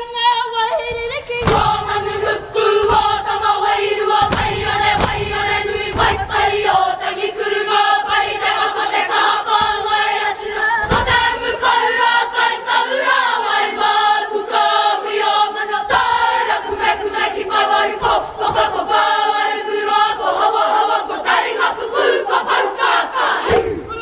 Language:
Māori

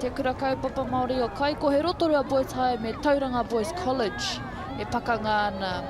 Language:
Māori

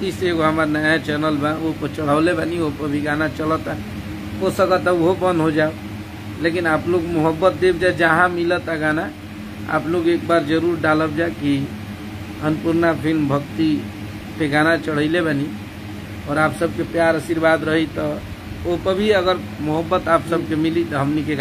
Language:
Bhojpuri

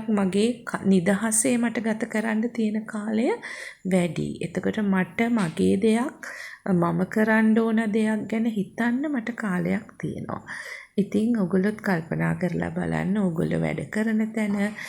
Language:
Sinhala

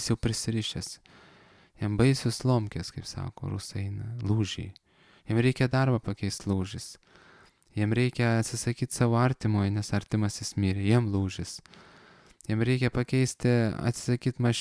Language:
Lithuanian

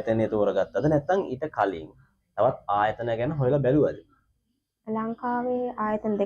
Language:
Sinhala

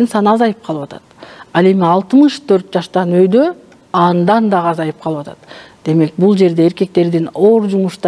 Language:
Kyrgyz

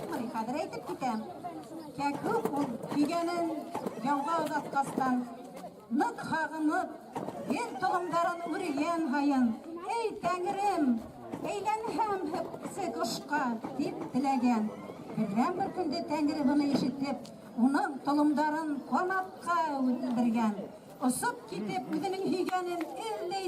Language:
Bashkir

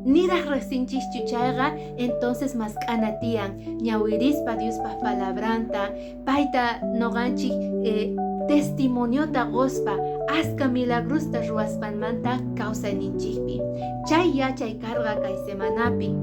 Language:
Quechua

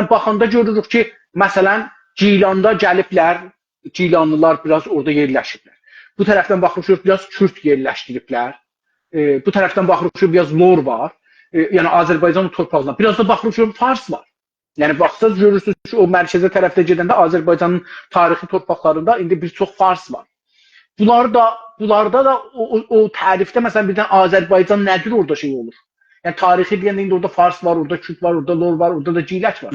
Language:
South Azerbaijani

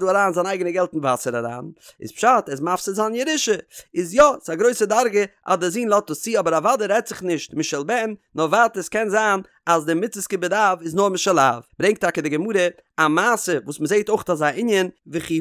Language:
Yiddish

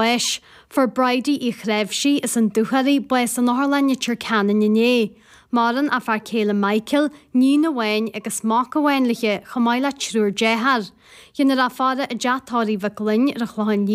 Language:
Irish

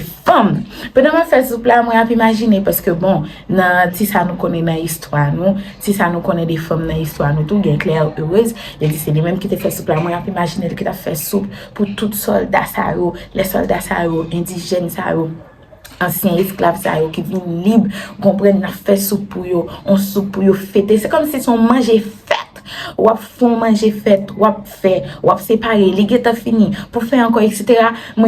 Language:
Haitian Creole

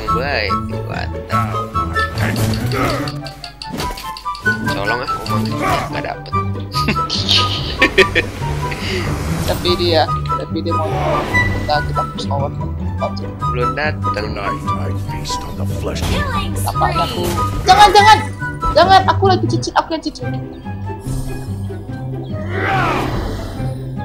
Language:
Indonesian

